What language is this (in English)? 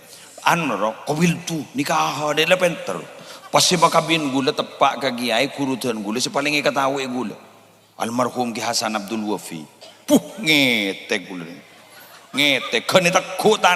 Madurese